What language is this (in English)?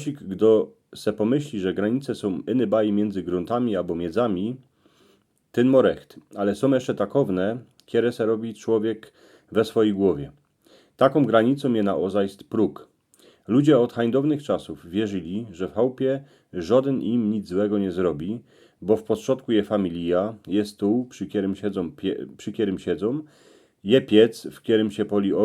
Silesian